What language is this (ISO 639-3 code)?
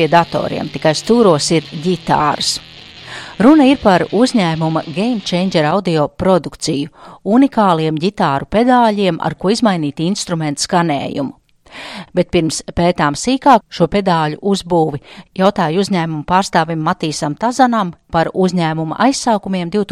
lav